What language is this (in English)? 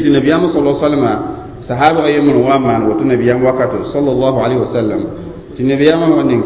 Mossi